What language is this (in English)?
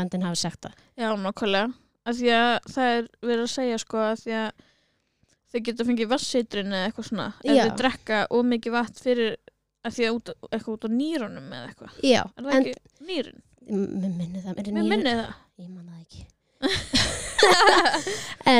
Icelandic